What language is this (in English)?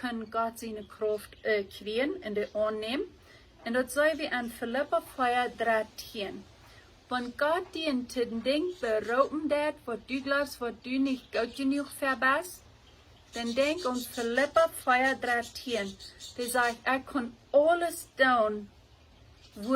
Plautdietsch